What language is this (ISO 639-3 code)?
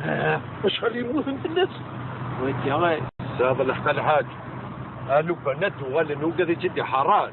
kab